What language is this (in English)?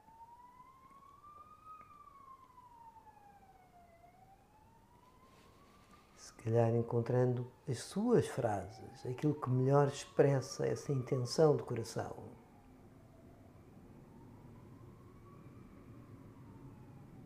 Portuguese